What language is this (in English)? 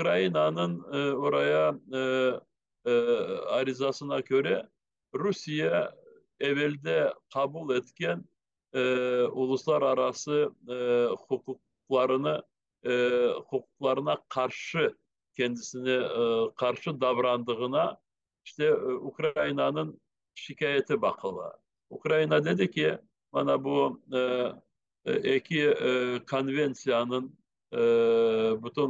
Crimean Tatar